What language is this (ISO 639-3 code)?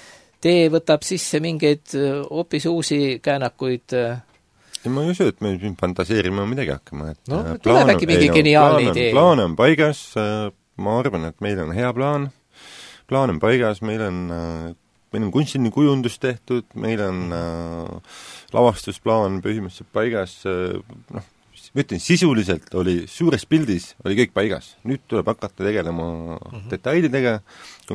est